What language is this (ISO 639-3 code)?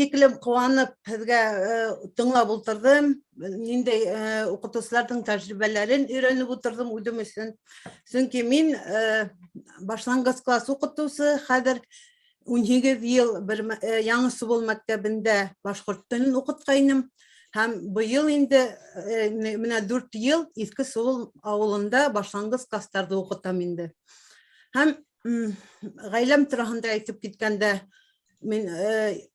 bak